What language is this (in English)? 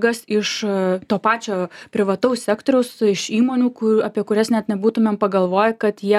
Lithuanian